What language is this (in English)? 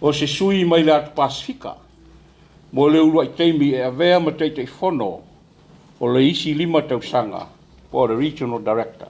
Samoan